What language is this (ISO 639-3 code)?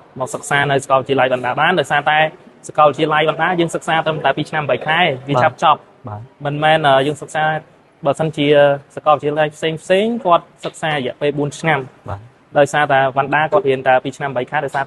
khm